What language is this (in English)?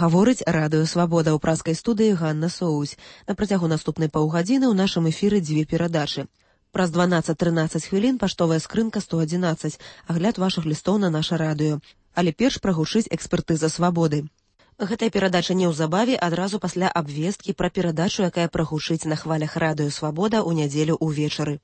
Belarusian